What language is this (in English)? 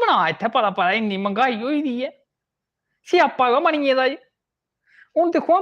Dogri